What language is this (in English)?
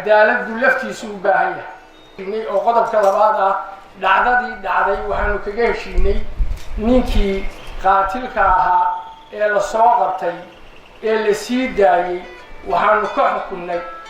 Somali